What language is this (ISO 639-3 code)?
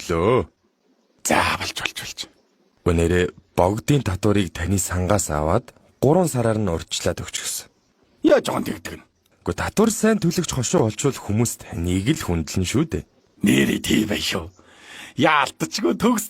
mon